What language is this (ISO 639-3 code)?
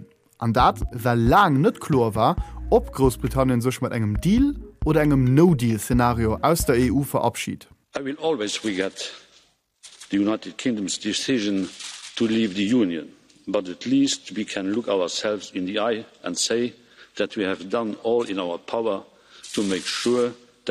ltz